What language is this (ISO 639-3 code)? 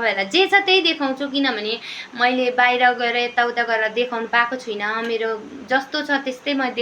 nep